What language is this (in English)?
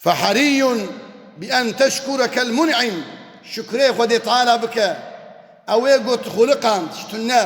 Kurdish